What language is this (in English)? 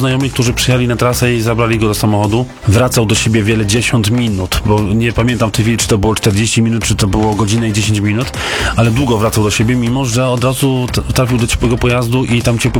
Polish